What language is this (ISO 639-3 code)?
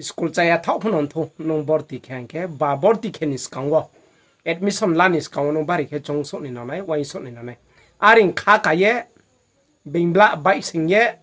ria